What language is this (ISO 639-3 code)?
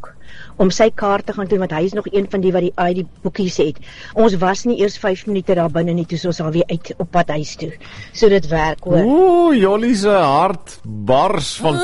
afr